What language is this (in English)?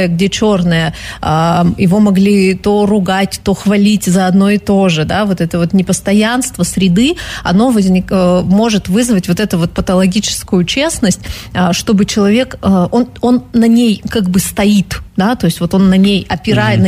Russian